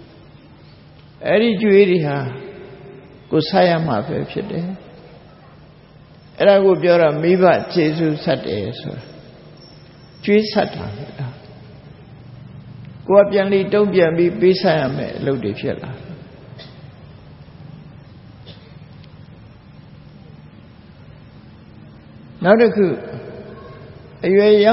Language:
Burmese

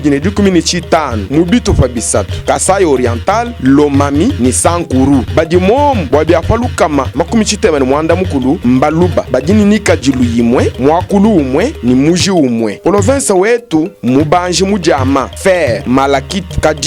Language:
Luba-Lulua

